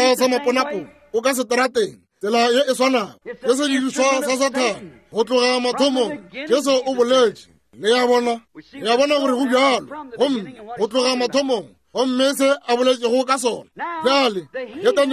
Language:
Northern Sotho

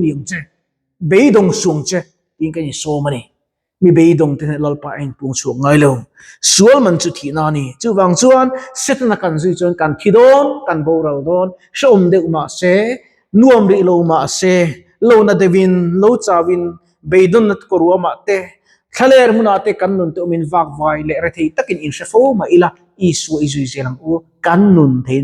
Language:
Mizo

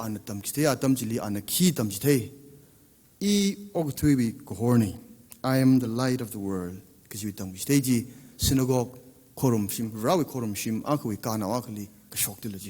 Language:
Tangkhul Naga (India)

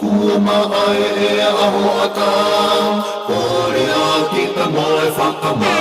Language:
Tongan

